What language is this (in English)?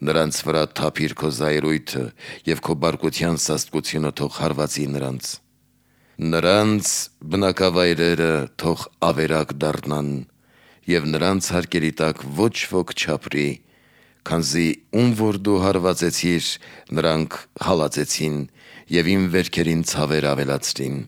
Armenian